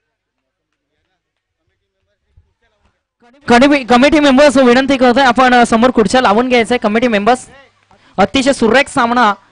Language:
Marathi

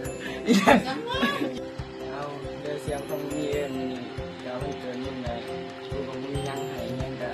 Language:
Lao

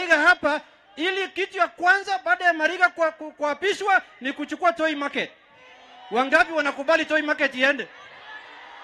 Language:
Swahili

